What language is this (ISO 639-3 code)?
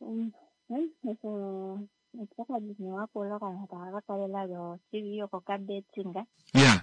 kua